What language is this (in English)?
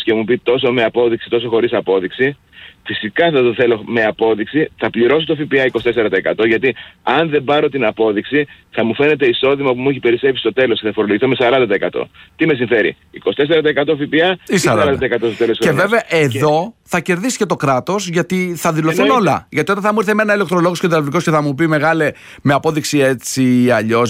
Greek